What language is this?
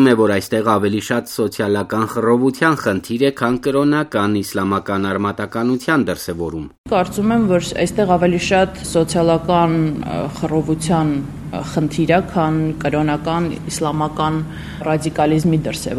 Armenian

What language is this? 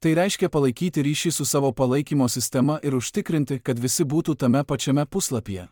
Lithuanian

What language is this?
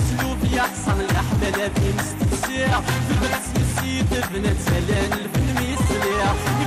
Kabyle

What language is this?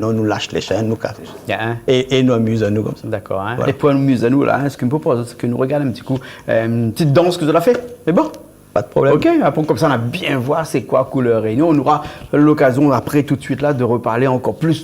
Réunion Creole French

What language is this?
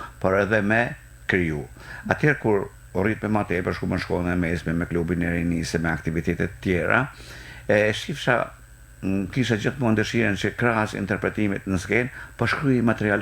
Albanian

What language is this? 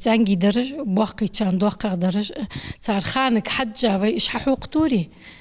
Ingush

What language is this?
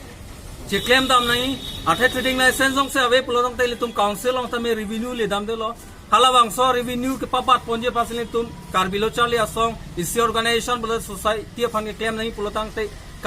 Karbi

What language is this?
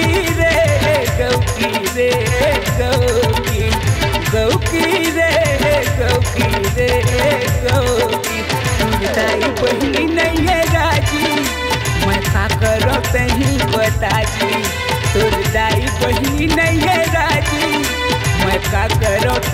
Chhattisgarhi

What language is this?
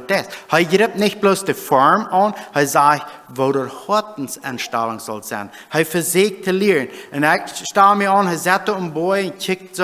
Plautdietsch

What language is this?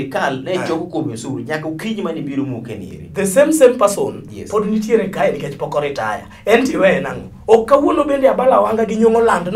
Luo (Kenya and Tanzania)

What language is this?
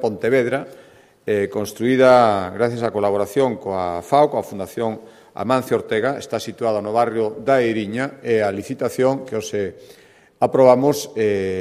Galician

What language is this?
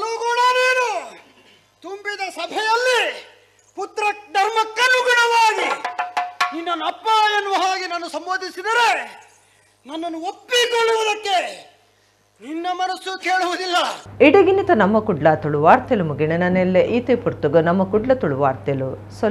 Tulu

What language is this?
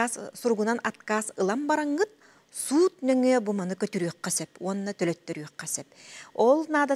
Yakut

